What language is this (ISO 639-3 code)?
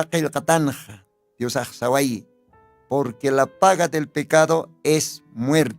aym